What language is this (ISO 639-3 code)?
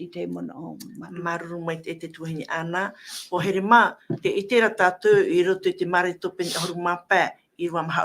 tah